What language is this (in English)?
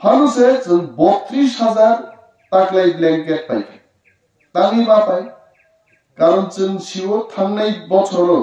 Kok Borok